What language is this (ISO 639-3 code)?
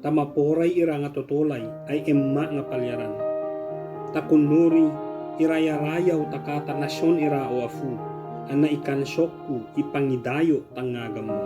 ibg